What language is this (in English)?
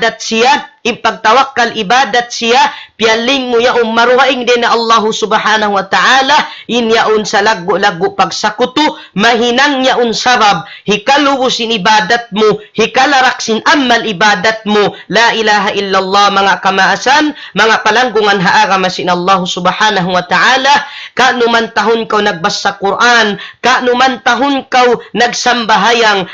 Tausug